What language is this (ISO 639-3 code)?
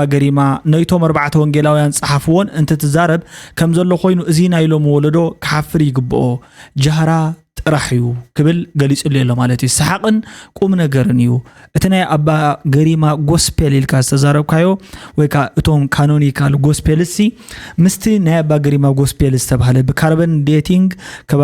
tir